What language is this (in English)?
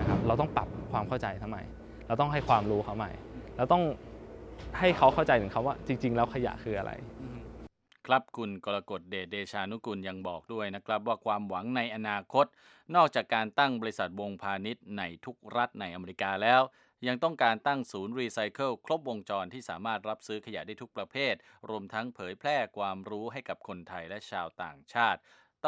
Thai